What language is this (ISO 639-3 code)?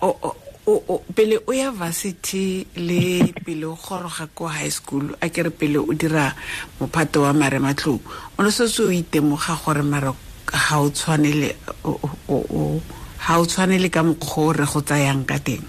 tsn